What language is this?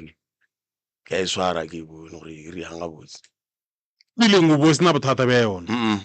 Northern Sotho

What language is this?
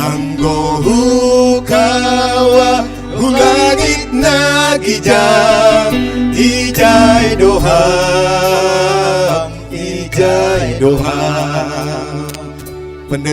Batak Simalungun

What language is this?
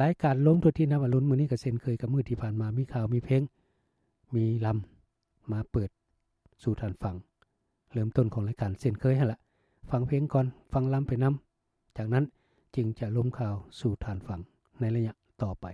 Lao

